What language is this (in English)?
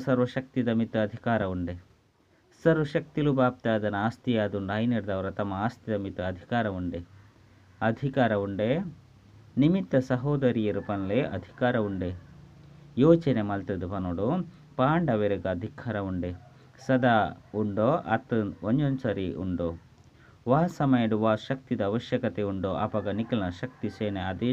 Tulu